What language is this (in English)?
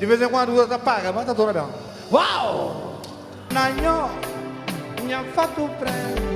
Kabuverdianu